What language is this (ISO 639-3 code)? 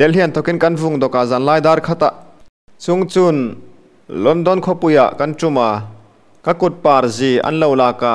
hmr